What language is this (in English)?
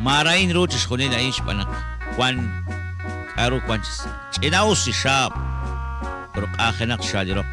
Kekchí